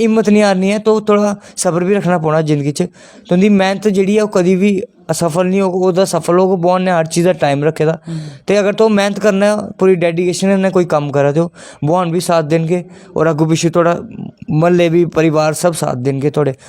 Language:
Dogri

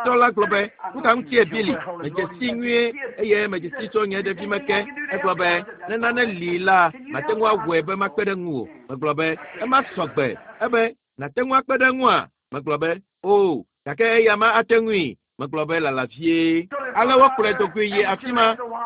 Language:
Ewe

